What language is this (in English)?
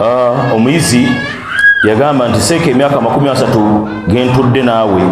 Ganda